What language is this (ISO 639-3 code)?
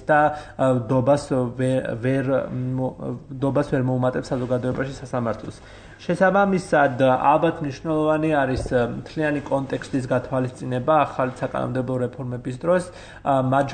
kat